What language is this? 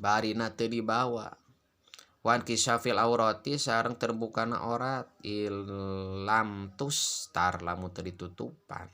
Sundanese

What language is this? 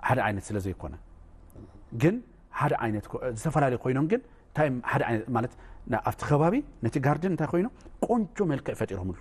Tigrinya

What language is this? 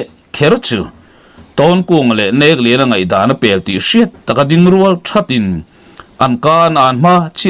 Mizo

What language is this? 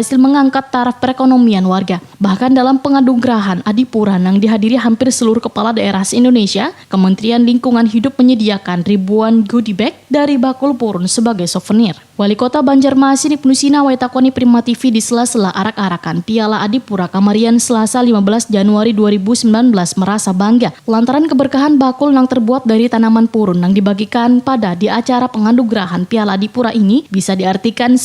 Banjar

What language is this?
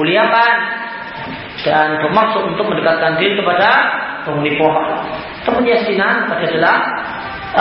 Indonesian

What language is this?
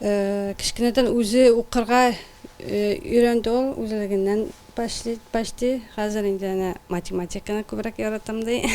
Tatar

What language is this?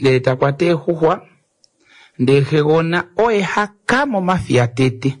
Kuanyama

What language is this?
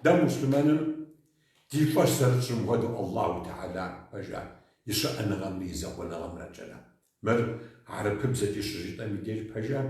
Kabardian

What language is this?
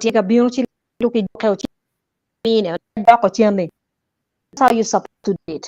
Acoli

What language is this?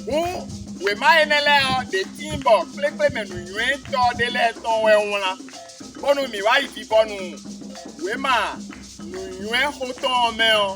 Fon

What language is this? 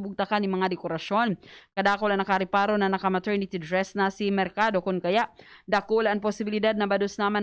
Bikol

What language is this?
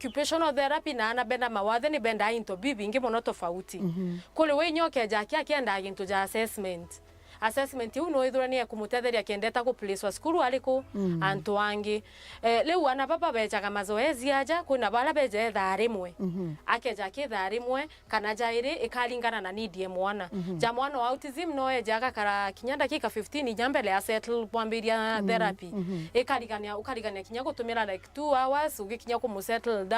Meru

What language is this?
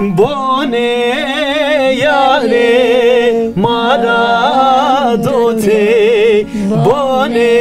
Zaza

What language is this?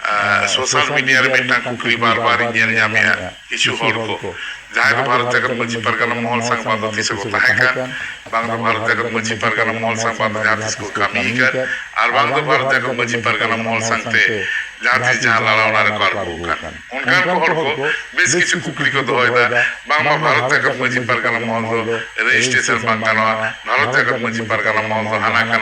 Santali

